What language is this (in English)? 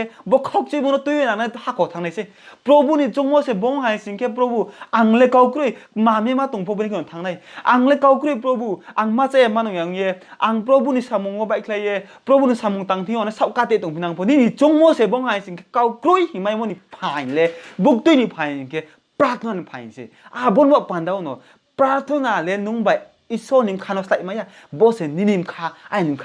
Riang (India)